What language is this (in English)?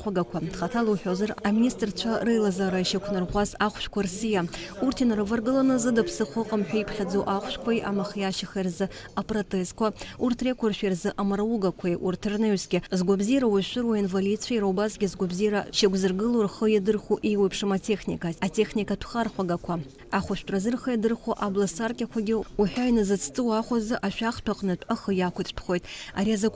Abkhazian